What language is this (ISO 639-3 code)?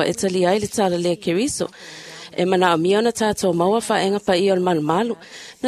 smo